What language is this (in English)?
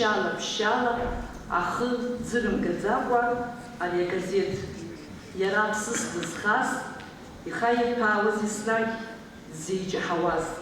Abkhazian